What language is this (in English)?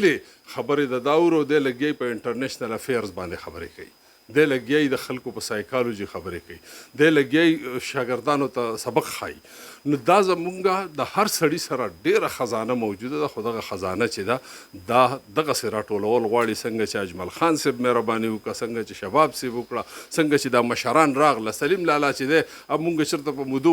Pashto